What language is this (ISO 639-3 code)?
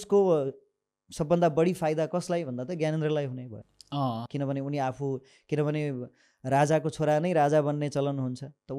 nep